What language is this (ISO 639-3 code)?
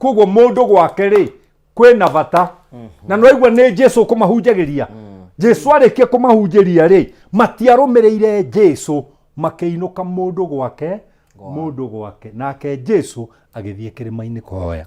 kik